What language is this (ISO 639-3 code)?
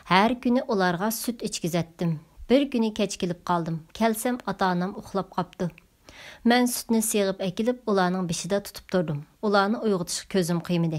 uig